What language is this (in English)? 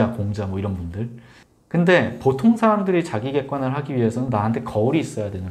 Korean